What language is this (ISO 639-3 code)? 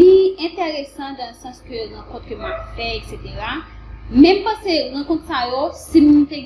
hat